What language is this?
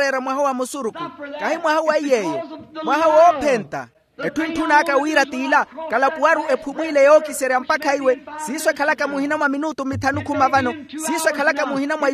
Makhuwa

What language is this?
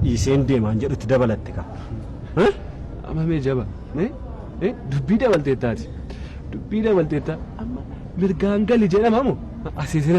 Oromo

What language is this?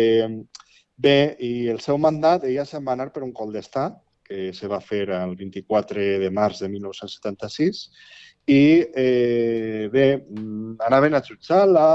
Catalan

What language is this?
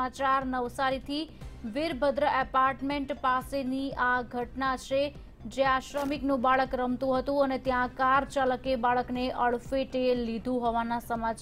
Gujarati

